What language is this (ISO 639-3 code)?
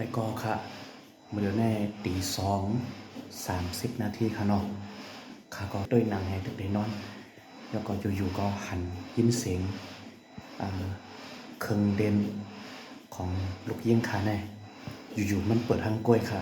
shn